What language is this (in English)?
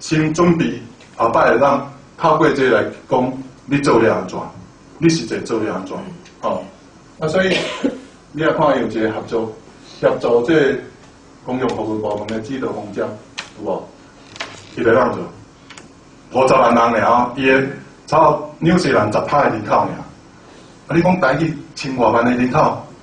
Min Nan Chinese